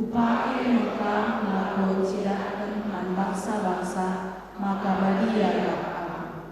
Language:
Batak Karo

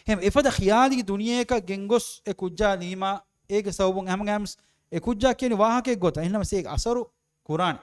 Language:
Divehi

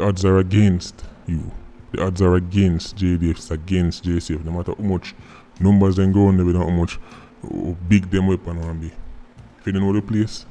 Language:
Jamaican Creole English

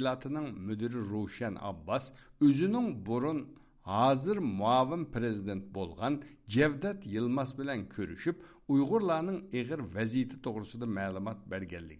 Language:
Uyghur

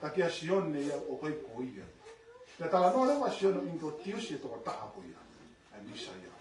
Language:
Tongan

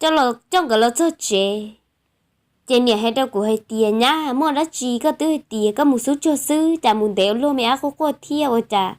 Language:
Hmong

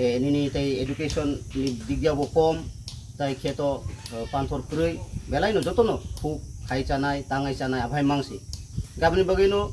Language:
Kok Borok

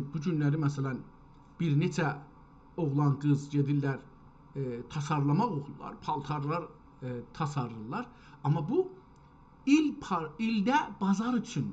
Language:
South Azerbaijani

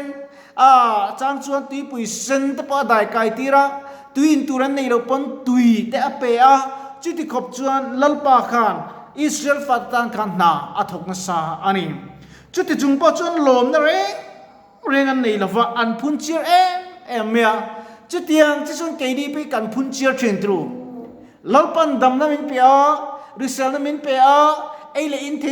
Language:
Mizo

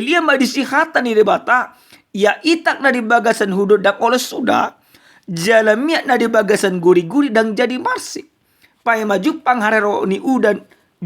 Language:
Batak Toba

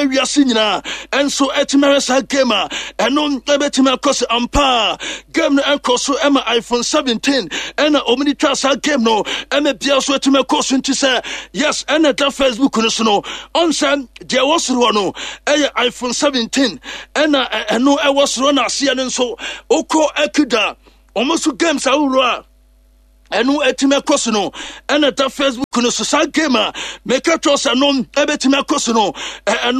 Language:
Akan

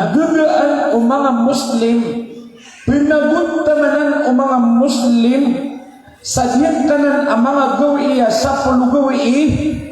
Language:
Maranao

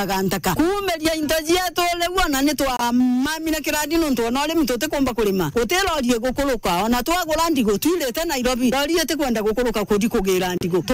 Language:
Meru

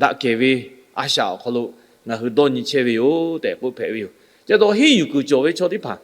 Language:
Lahu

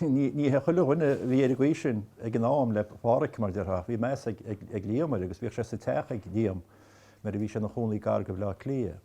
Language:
Irish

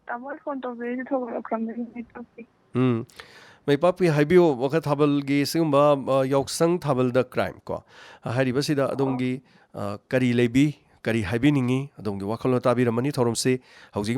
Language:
Manipuri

